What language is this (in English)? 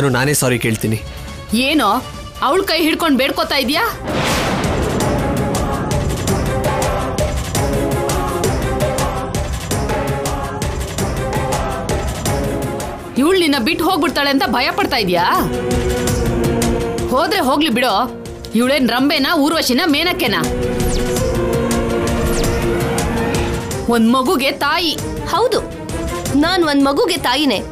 Kannada